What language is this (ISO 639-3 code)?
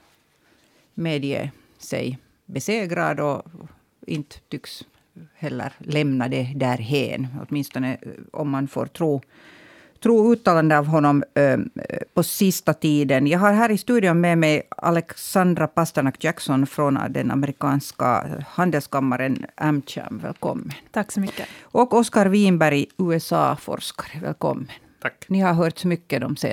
swe